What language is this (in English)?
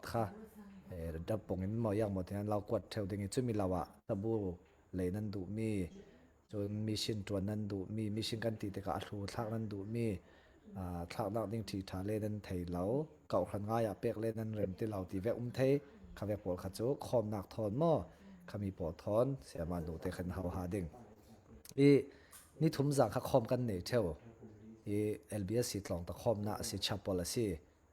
Falam Chin